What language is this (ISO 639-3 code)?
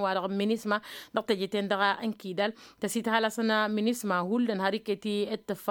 taq